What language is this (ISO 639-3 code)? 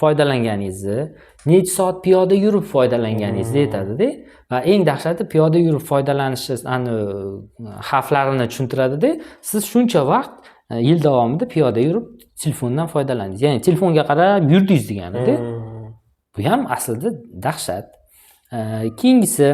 uzb